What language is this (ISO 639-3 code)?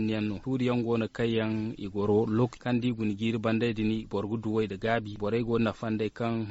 dje